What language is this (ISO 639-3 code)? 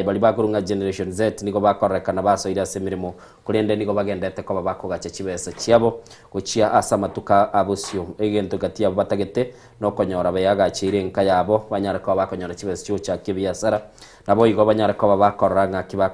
guz